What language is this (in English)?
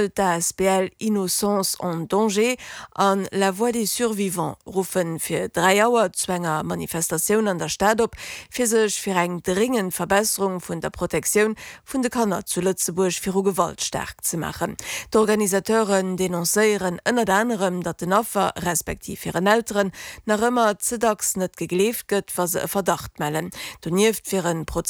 Luxembourgish